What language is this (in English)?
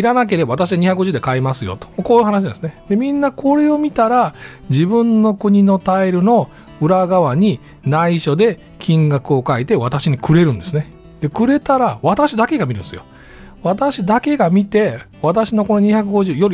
Japanese